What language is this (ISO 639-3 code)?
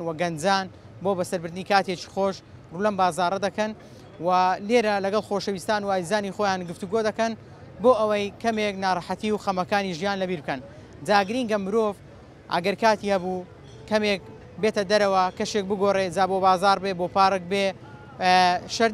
ckb